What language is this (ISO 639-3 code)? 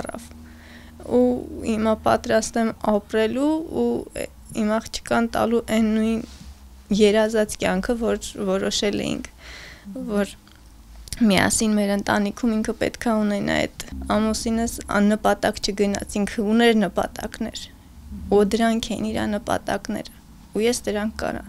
hye